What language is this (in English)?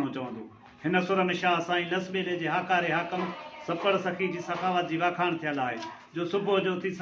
Sindhi